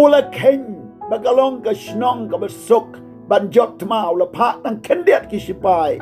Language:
Khasi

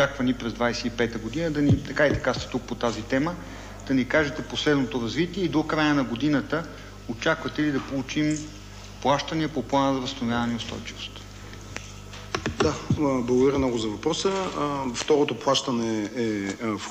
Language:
Bulgarian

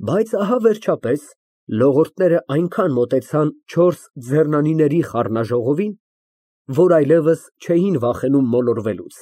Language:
Armenian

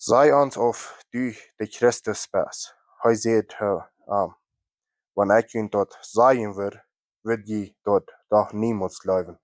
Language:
Plautdietsch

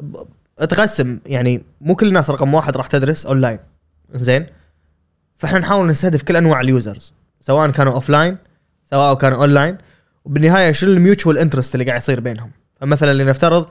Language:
Gulf Arabic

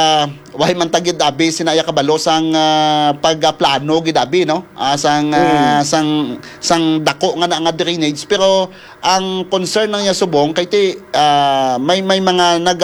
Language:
Hiligaynon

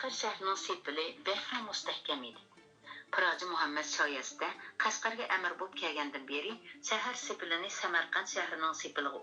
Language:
Uyghur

